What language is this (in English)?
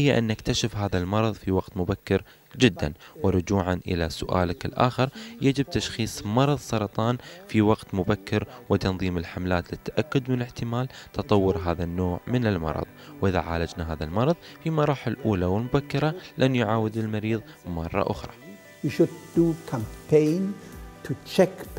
Arabic